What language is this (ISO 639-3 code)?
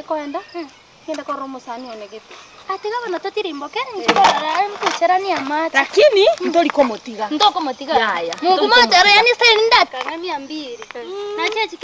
guz